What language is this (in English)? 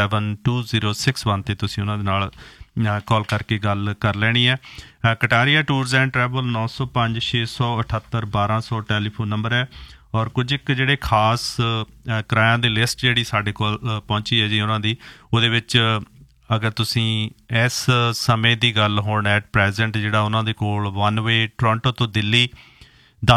Punjabi